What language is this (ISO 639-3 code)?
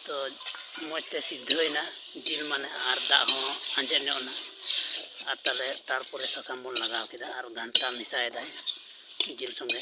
sat